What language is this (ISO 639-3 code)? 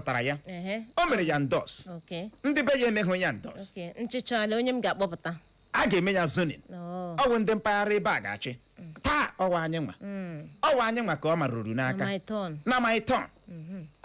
ibo